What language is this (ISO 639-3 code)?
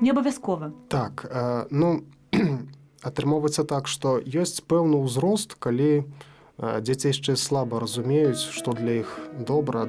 bel